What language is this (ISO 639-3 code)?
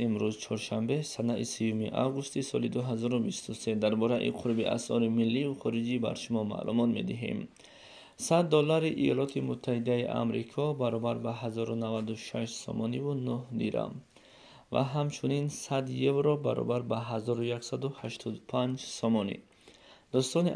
tgk